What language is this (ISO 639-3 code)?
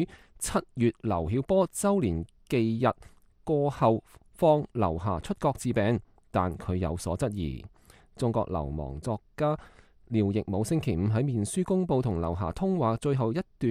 yue